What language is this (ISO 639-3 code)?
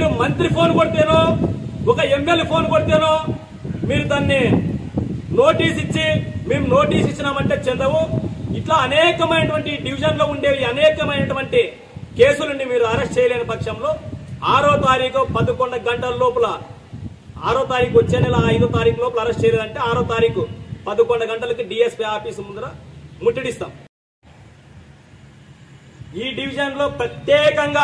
tel